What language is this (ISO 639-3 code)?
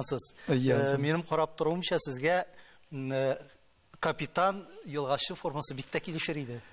tat